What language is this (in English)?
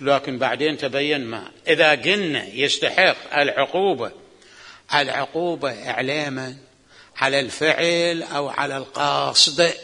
Mesopotamian Arabic